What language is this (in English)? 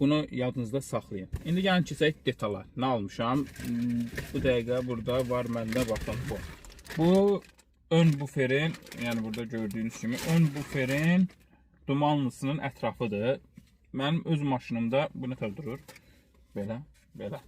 Azerbaijani